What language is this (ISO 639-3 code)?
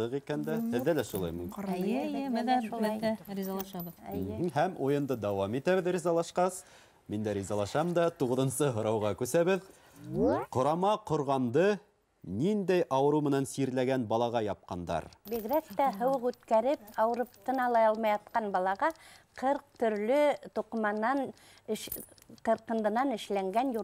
bak